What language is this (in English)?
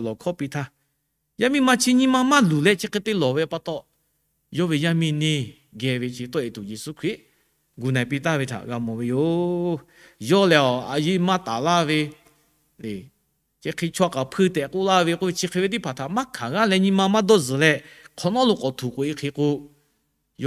Lahu